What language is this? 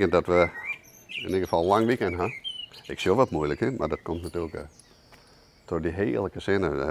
Western Frisian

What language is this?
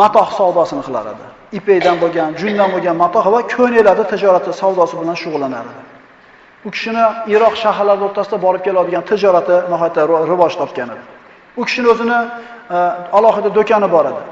Uzbek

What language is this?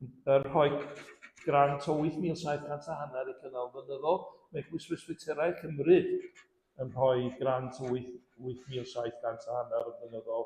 Welsh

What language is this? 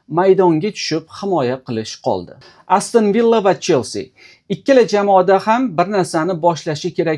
Uzbek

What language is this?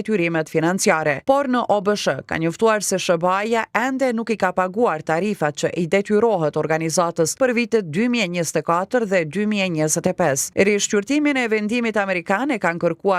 Albanian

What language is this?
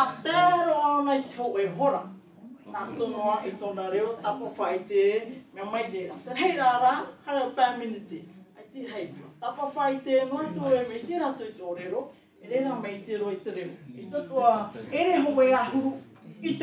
Tahitian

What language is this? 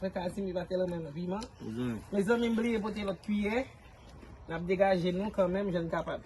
Haitian Creole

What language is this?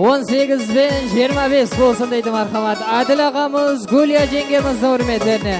Kara-Kalpak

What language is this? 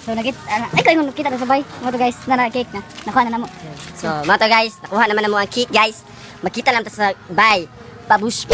Cebuano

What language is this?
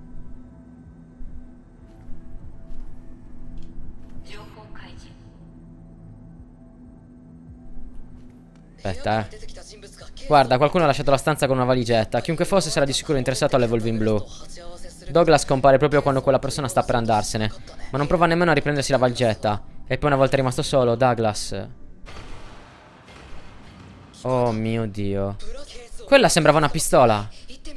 Italian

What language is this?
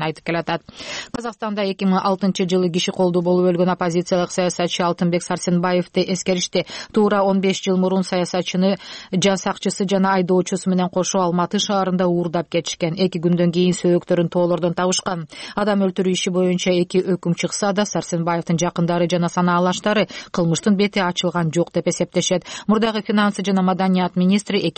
Kyrgyz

